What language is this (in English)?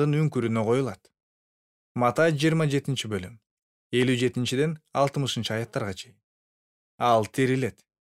Kyrgyz